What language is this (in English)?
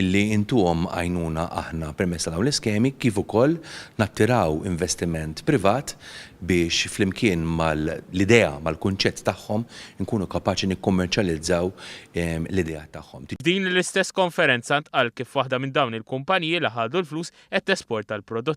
Maltese